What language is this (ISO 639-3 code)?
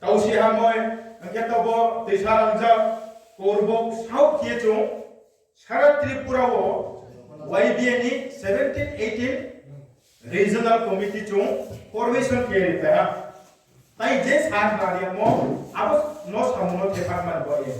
ria